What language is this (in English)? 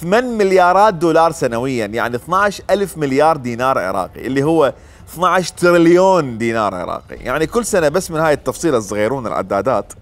Mesopotamian Arabic